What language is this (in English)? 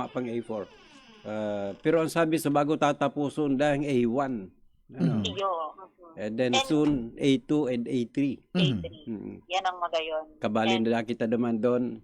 Bikol